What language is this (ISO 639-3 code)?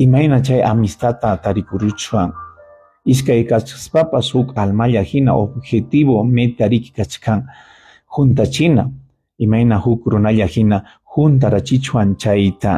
quy